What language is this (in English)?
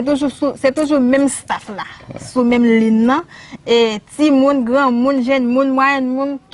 Haitian Creole